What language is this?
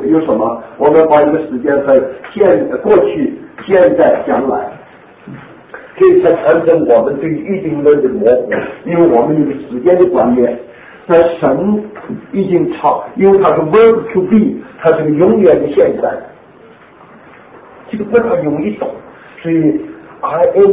Chinese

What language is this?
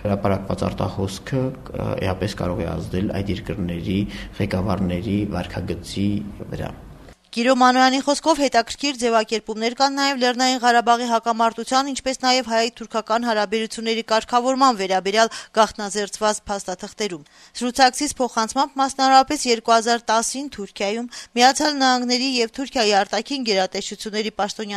Armenian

